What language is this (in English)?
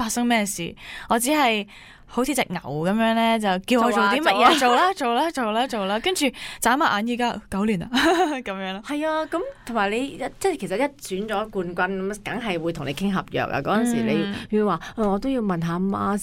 Cantonese